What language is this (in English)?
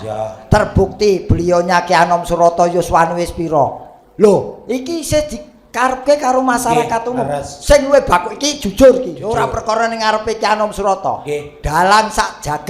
Javanese